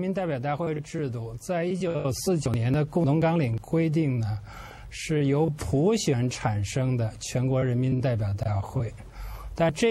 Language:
Chinese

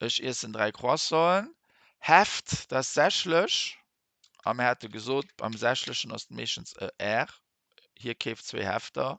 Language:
Luxembourgish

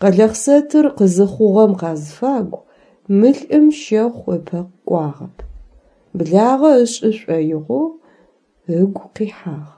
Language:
Adyghe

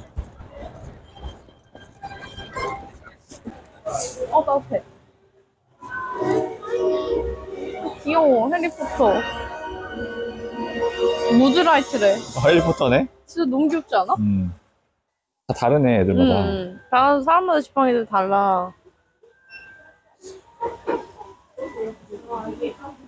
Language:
Korean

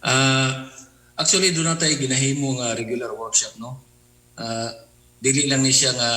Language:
Cebuano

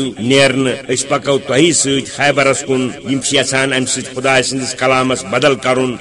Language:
Kashmiri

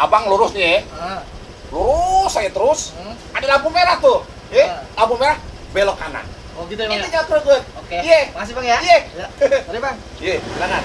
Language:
Betawi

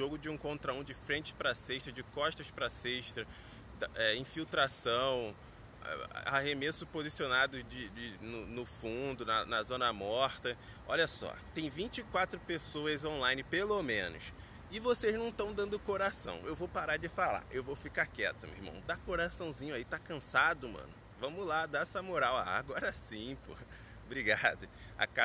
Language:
Portuguese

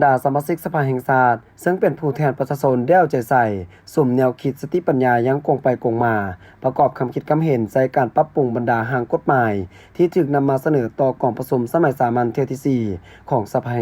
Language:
Lao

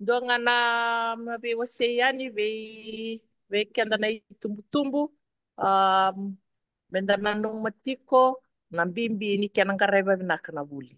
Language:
Fijian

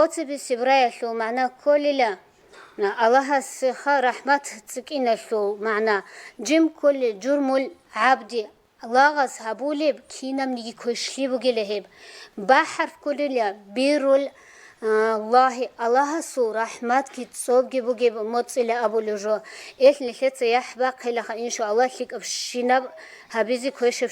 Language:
Avaric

